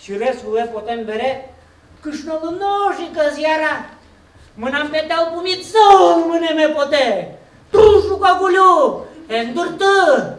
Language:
Udmurt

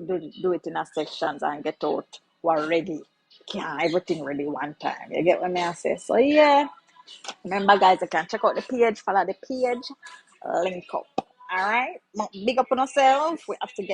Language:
Jamaican Creole English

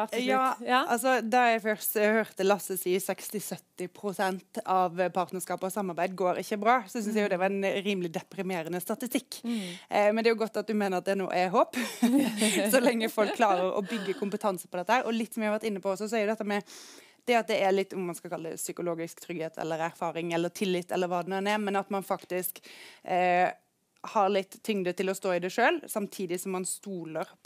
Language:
Norwegian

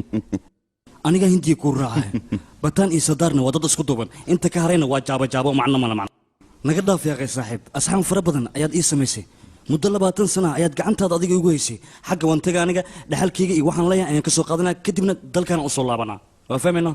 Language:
Somali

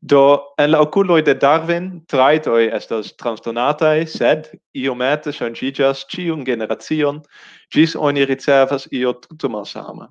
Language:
Esperanto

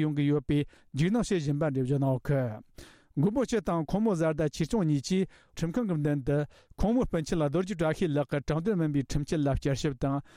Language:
Tibetan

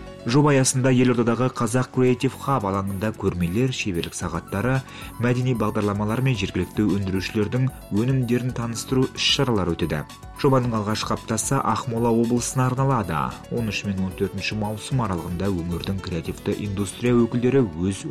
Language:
Kazakh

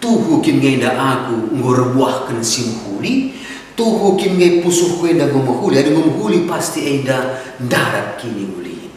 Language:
Batak Karo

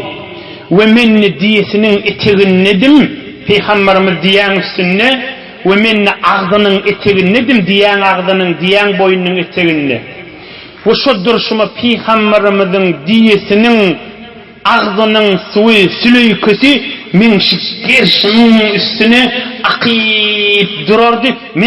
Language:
Turkmen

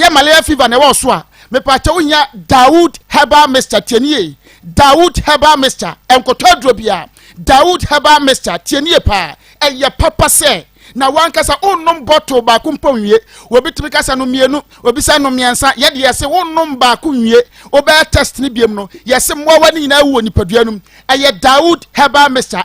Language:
Akan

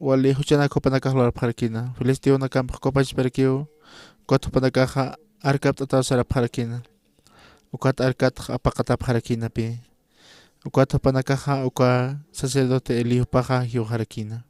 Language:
Aymara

